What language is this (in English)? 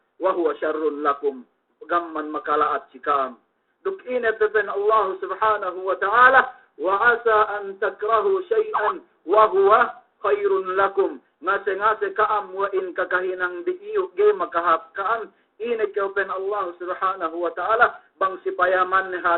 Yakan